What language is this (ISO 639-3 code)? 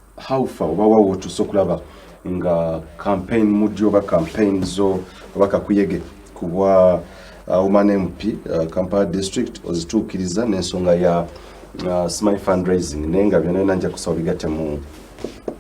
lug